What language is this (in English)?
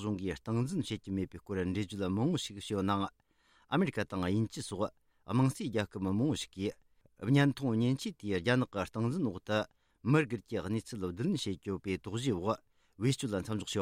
Tibetan